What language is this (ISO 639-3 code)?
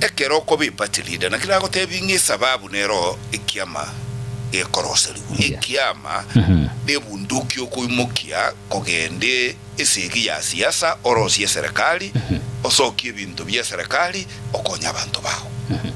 guz